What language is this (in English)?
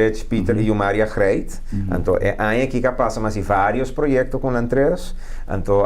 Papiamento